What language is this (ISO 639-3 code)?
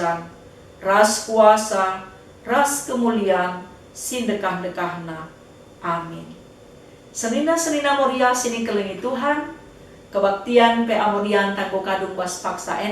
btx